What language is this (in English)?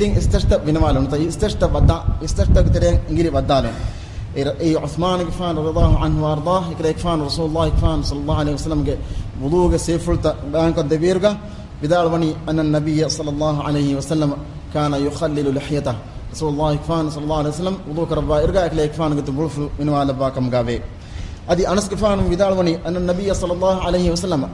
Divehi